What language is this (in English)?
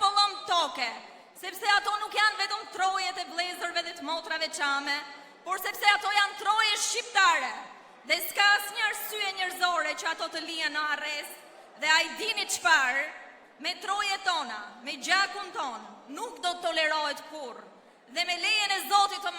Albanian